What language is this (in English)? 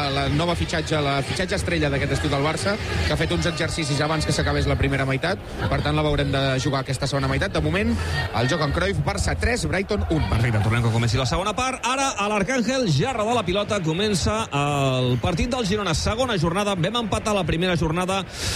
Catalan